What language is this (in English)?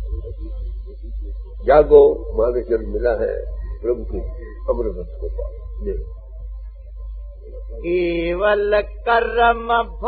Urdu